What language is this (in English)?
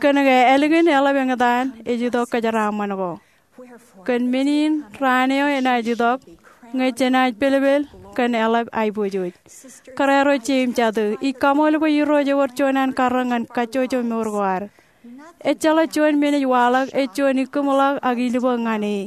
Marshallese